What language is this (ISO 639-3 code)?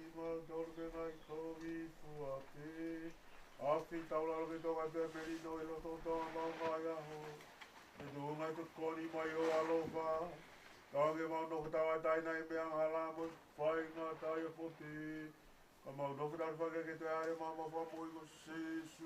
ton